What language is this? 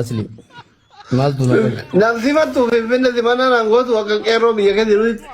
Oromo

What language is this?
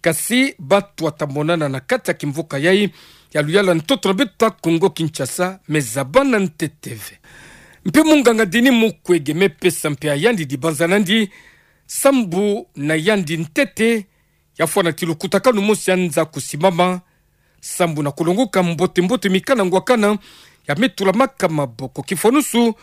Kituba (Democratic Republic of Congo)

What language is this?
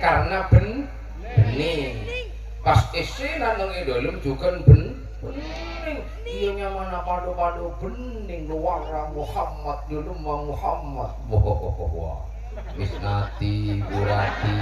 Madurese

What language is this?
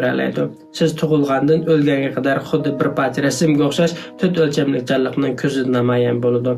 Uyghur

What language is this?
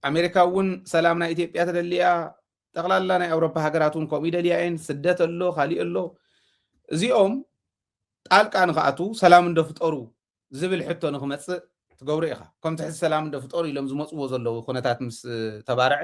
Tigrinya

